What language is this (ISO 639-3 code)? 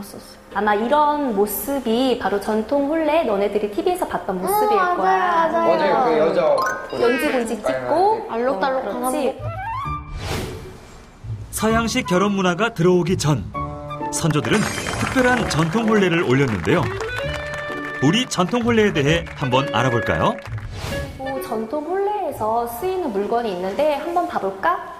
kor